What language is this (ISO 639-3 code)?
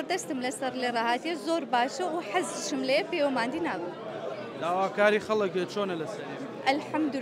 ckb